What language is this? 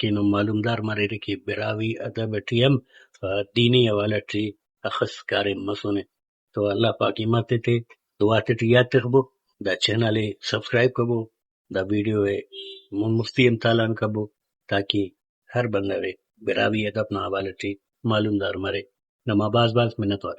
Brahui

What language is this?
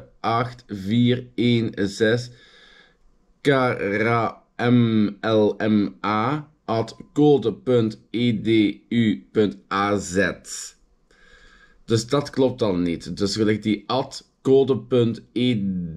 Dutch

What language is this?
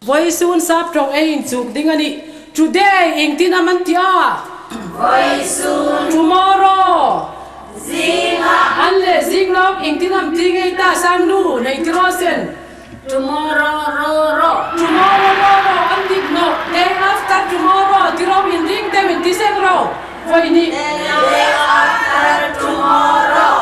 Hmar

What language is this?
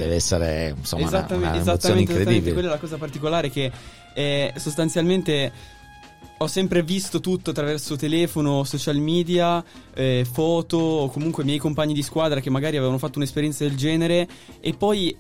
Italian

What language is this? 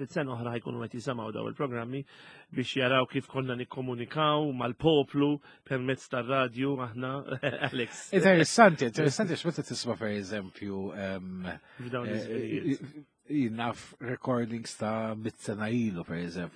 Maltese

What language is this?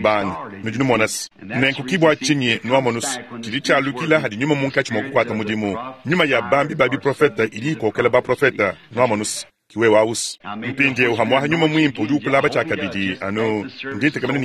Luba-Lulua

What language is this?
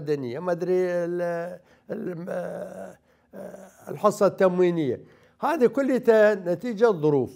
Mesopotamian Arabic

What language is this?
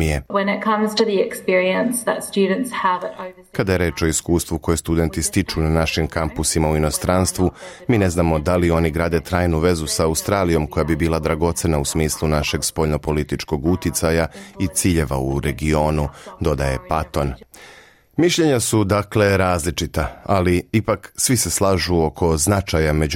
Serbian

